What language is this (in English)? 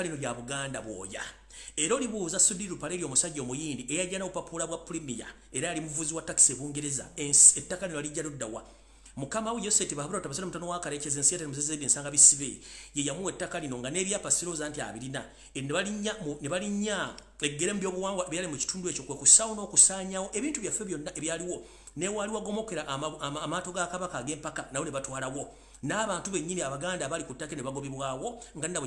Ganda